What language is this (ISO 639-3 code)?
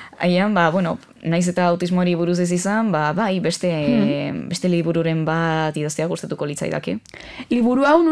eus